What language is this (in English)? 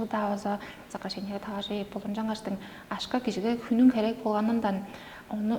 Tuvinian